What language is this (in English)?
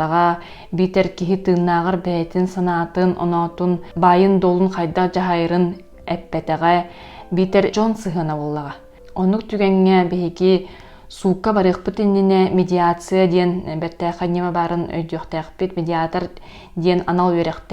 Yakut